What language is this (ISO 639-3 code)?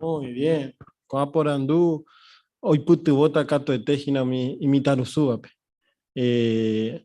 grn